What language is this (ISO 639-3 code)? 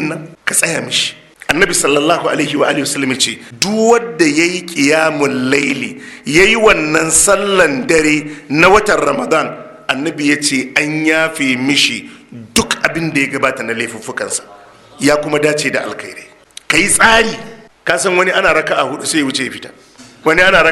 hau